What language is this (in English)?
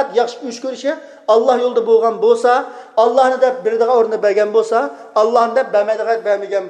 Uyghur